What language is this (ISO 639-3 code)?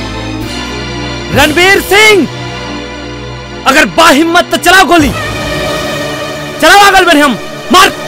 bho